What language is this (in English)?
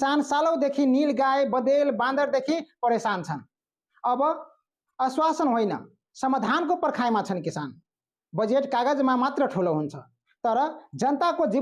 Nepali